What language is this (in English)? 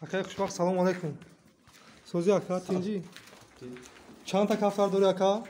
Tajik